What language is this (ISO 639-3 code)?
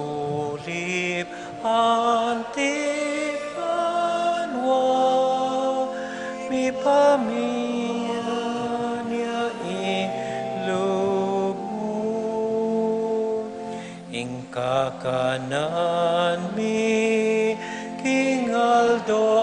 pam